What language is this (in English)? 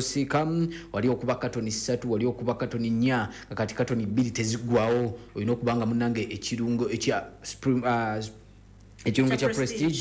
Ganda